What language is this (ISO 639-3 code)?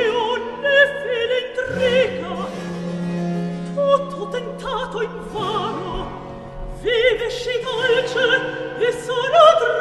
ita